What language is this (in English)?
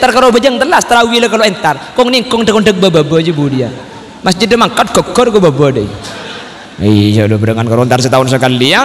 Madurese